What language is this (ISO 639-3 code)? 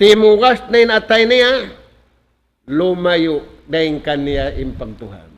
tsg